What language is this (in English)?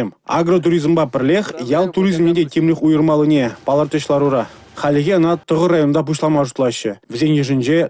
Chuvash